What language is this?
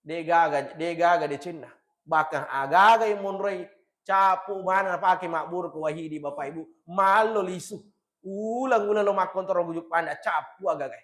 Buginese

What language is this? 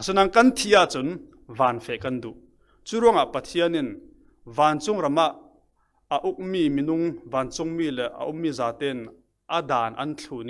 Falam Chin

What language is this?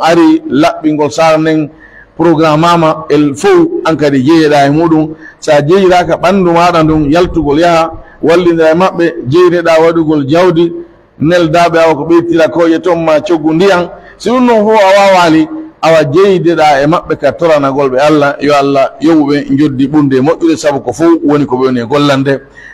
Pular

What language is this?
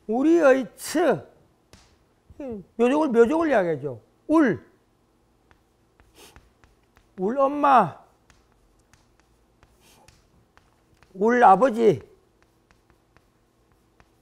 Korean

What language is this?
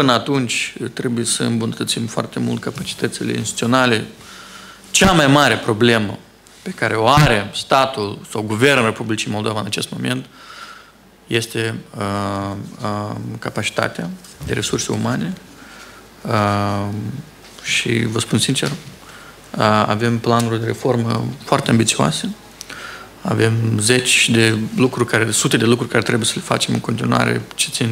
Romanian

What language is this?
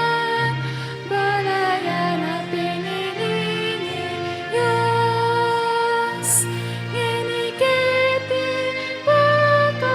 Pampanga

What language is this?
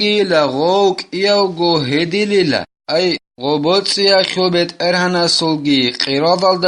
Avaric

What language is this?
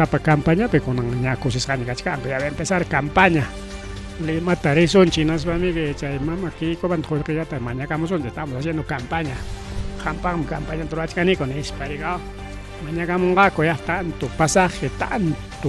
Ayacucho Quechua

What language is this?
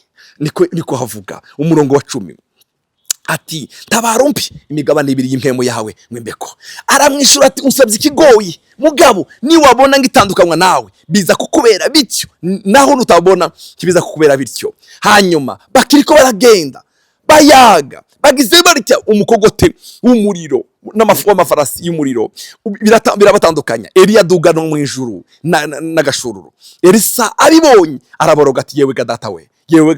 Rundi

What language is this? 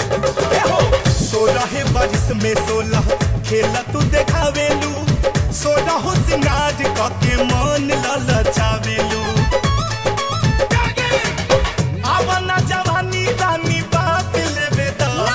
Bhojpuri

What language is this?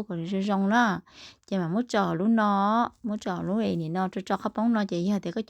Hmong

